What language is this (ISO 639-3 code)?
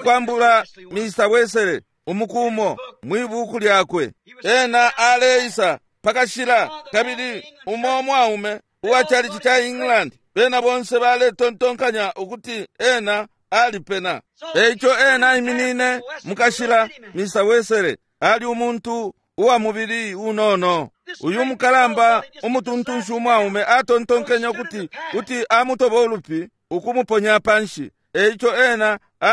bem